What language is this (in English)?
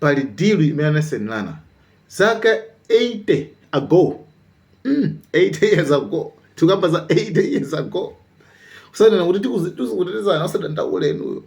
Nyanja